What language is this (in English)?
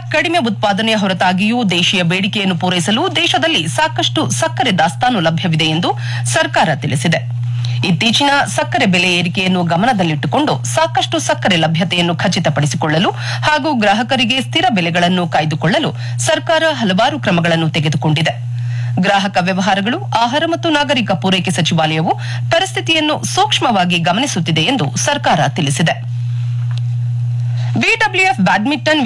Kannada